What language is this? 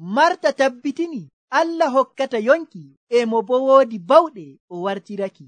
Nigerian Fulfulde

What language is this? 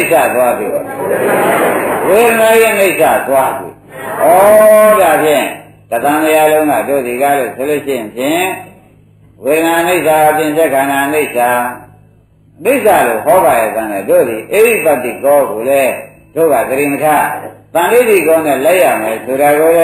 Burmese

